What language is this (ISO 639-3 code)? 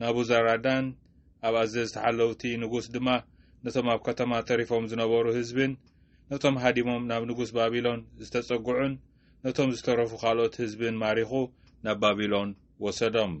tir